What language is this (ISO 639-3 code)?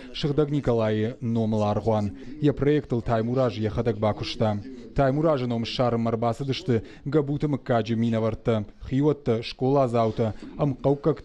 oss